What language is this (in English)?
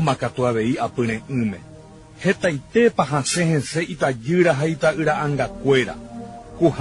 Guarani